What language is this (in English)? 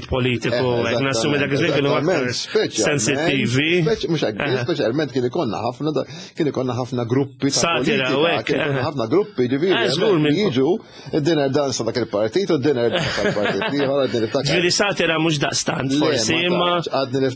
Maltese